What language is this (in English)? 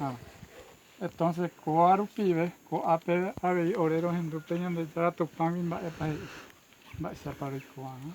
Guarani